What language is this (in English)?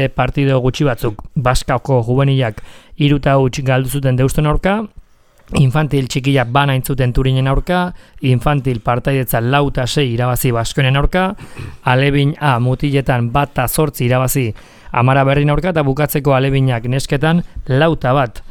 Basque